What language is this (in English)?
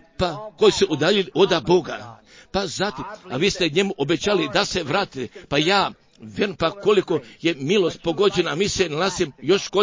Croatian